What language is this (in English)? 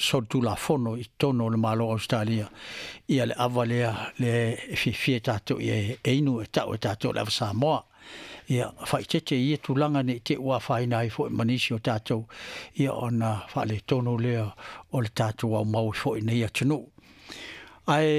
Samoan